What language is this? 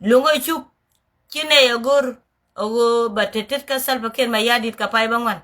Nuer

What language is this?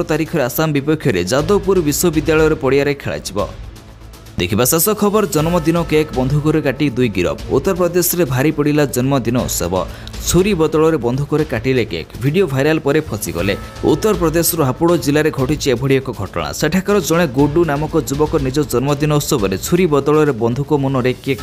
Odia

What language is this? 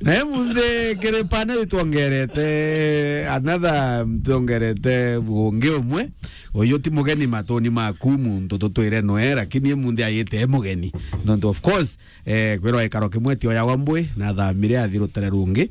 Meru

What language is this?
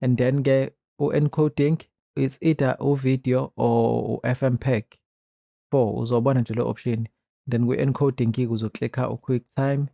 Zulu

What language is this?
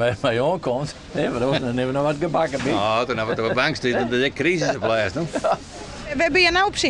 Western Frisian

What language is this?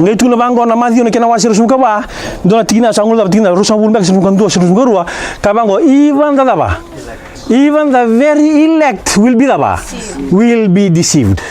Fijian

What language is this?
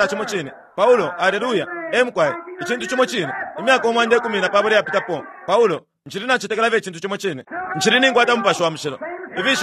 Bemba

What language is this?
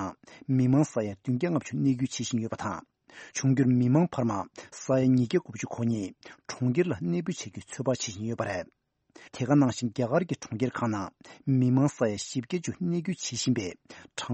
Tibetan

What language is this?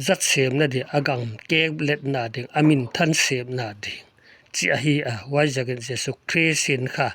Paite Chin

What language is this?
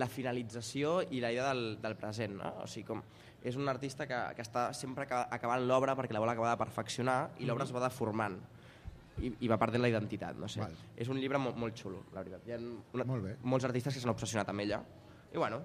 Catalan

